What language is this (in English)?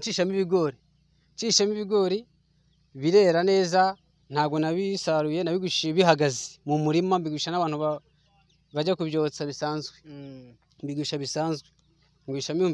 Kinyarwanda